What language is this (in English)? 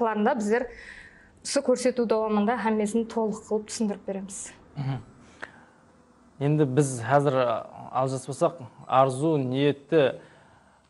Kara-Kalpak